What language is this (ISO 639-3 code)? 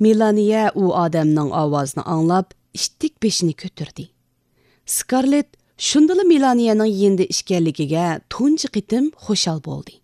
uig